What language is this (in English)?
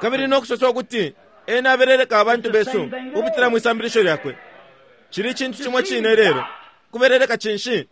Bemba